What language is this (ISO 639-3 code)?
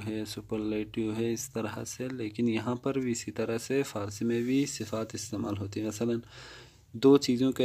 urd